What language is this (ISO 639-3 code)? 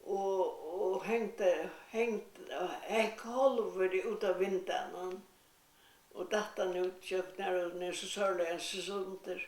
fao